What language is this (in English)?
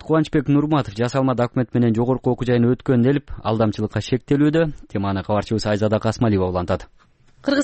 Kyrgyz